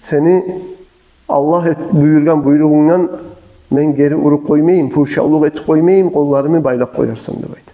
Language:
Kumyk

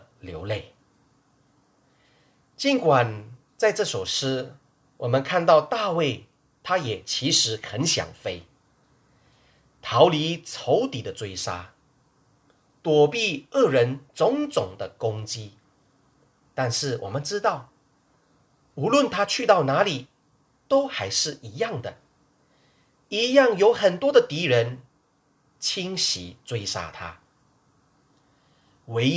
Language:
Chinese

